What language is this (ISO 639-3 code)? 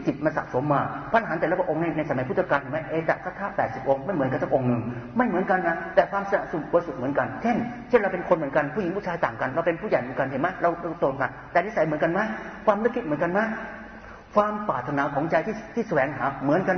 tha